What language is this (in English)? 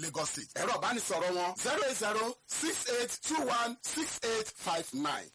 Yoruba